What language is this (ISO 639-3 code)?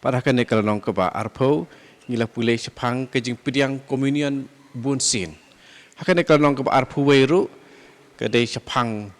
kha